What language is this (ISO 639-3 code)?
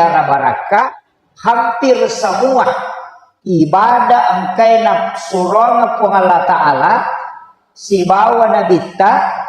bug